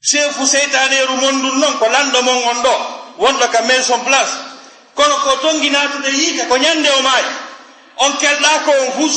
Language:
Fula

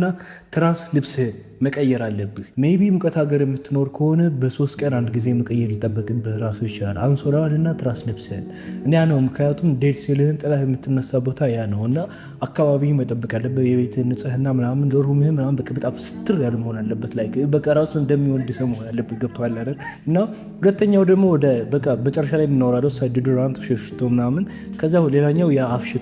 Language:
Amharic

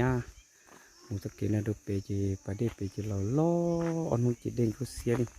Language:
Hmong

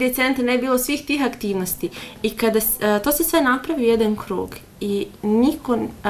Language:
Bosnian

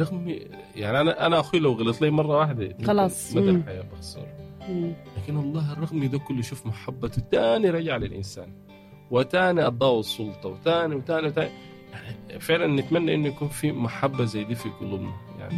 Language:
Sudanese Arabic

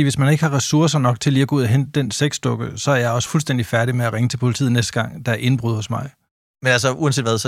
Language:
Danish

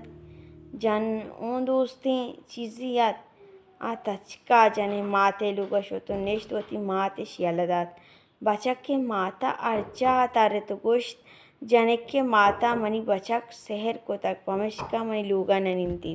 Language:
Baluchi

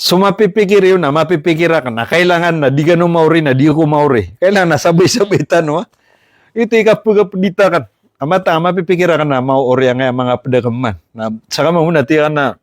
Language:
Maranao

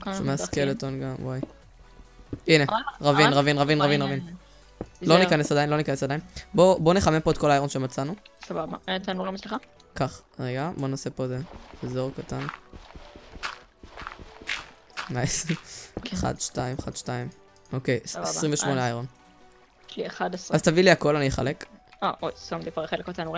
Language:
Hebrew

